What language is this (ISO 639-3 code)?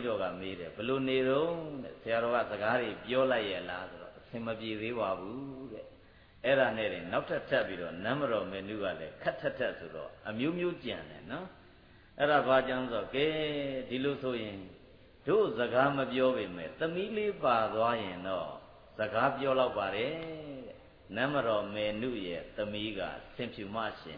mya